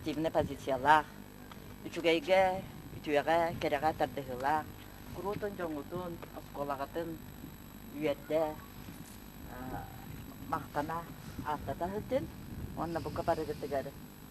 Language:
Yakut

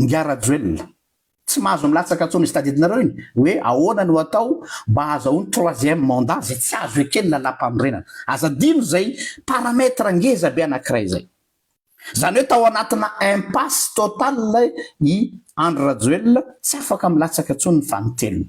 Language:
Malagasy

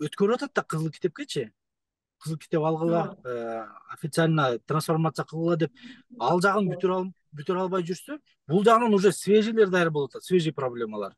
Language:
Kyrgyz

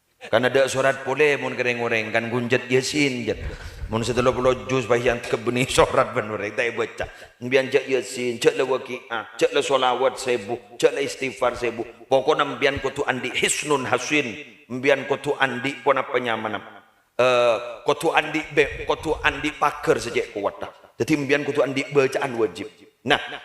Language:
Madurese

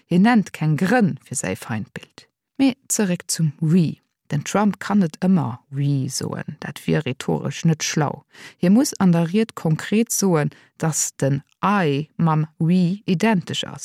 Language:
Luxembourgish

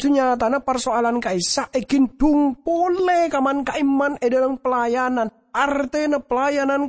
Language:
Madurese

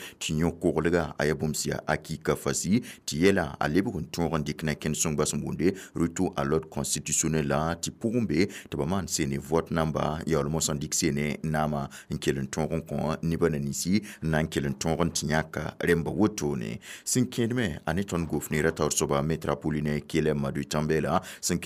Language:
Mossi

